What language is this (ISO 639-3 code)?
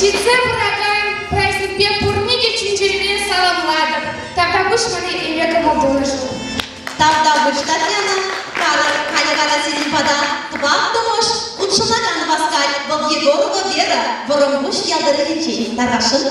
chv